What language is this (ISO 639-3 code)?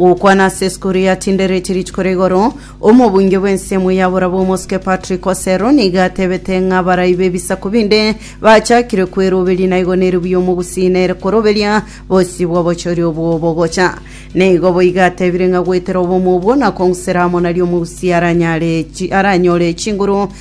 guz